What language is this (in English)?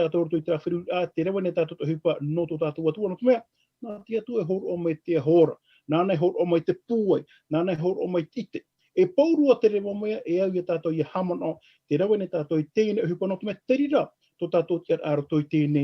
Tahitian